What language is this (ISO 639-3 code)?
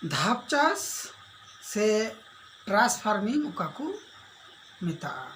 sat